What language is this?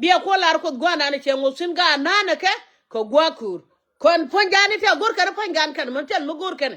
Nuer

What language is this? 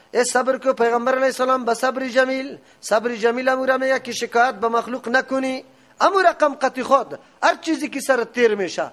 Persian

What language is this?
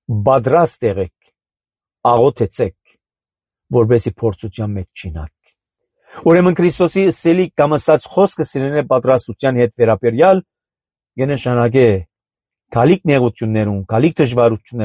Armenian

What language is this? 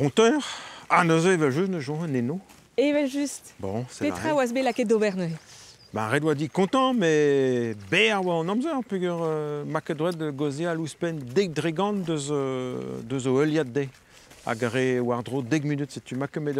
Breton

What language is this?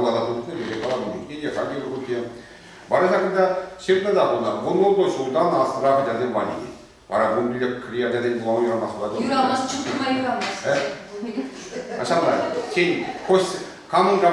Chuvash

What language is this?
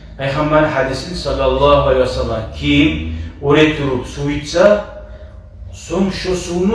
Kumyk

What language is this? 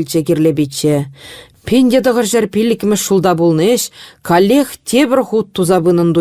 Chuvash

